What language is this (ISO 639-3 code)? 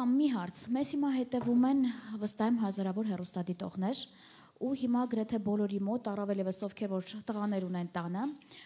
hye